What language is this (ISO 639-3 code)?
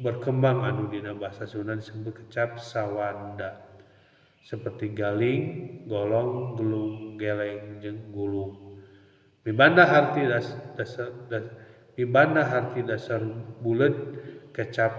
sun